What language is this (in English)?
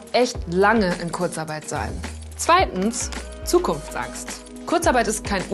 German